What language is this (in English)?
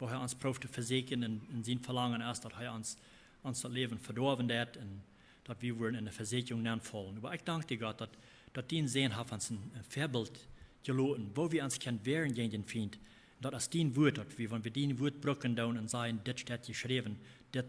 Plautdietsch